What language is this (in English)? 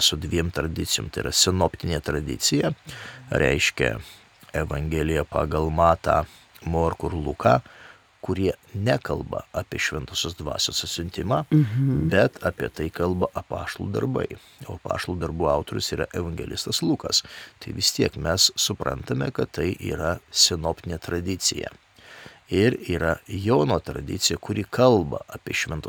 Lithuanian